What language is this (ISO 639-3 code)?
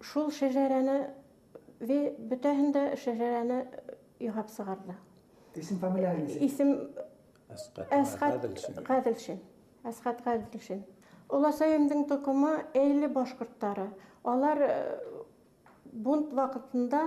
bak